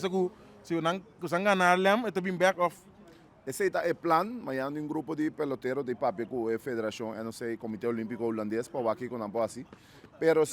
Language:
Papiamento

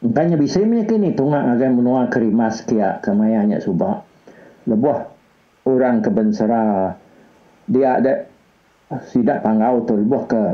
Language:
Iban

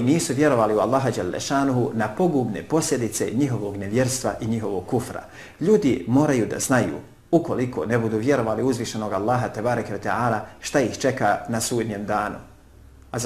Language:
Bosnian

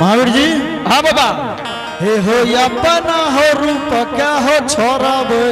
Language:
Angika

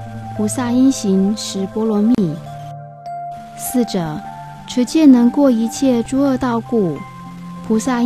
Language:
Chinese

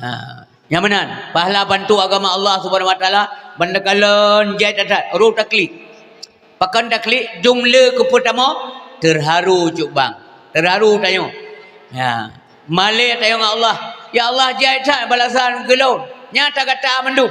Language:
Achinese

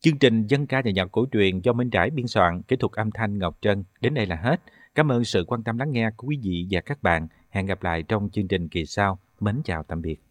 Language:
Vietnamese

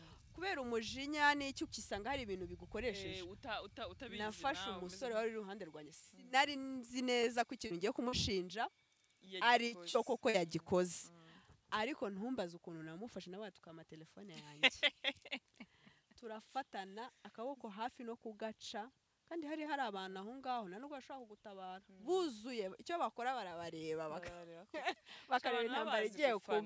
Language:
Kinyarwanda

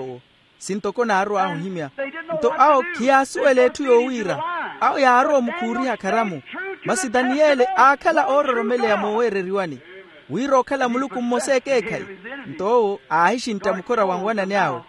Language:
Makhuwa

